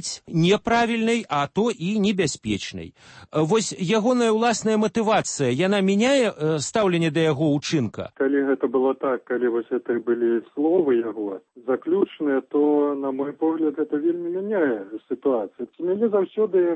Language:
Belarusian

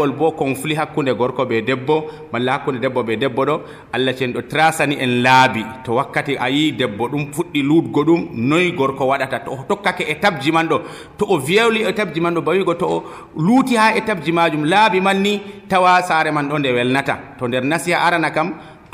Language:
Nigerian Fulfulde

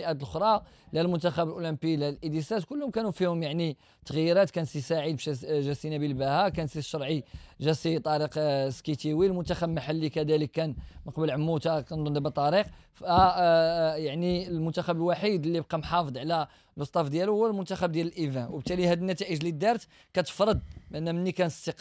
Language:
Moroccan Arabic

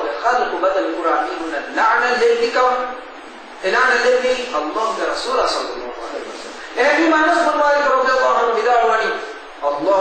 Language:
Divehi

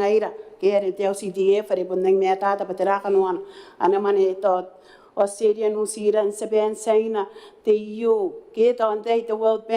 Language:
Gilbertese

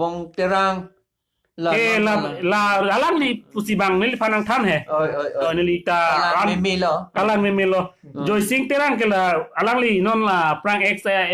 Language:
Karbi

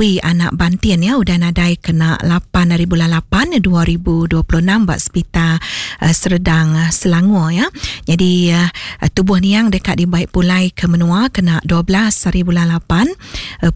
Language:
Iban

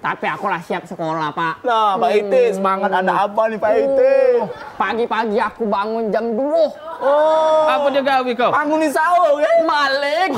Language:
Musi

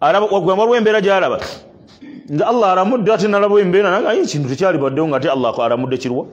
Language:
Ganda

